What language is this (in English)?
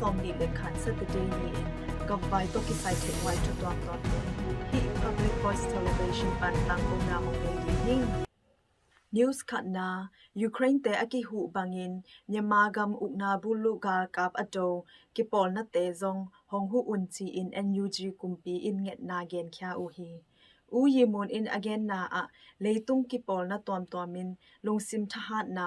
Tedim Chin